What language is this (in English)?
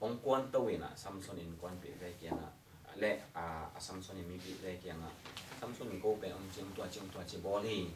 Tedim Chin